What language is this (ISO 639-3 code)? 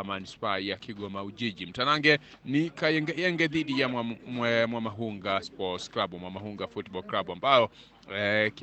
swa